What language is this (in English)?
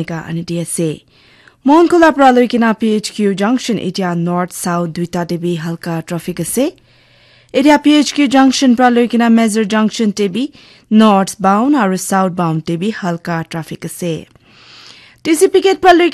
Naga Pidgin